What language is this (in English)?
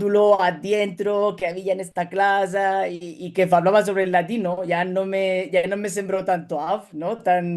Ladino